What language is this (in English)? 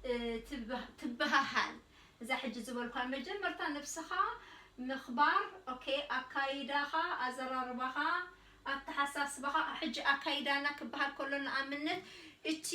Tigrinya